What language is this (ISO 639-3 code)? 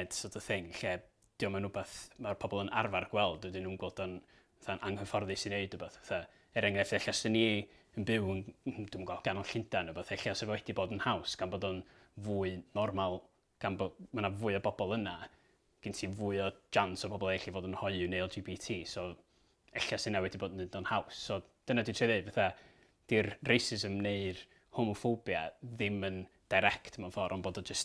cym